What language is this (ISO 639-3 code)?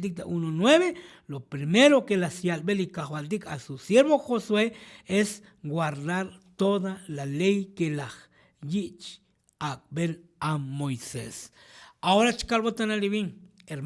tzo